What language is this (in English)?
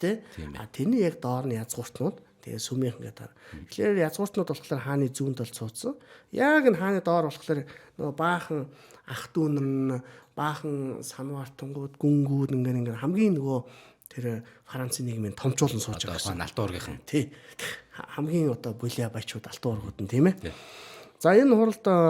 Mongolian